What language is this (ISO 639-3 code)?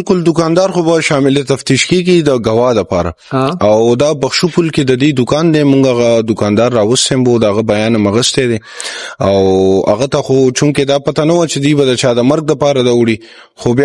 pus